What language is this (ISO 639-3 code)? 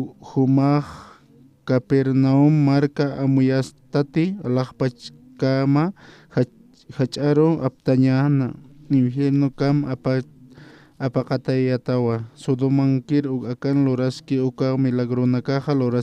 aym